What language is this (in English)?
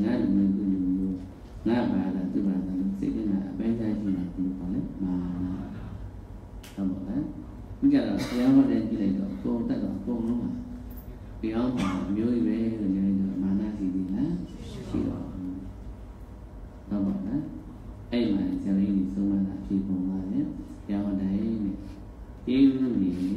Burmese